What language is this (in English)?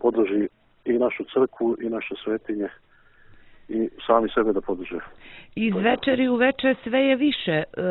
Serbian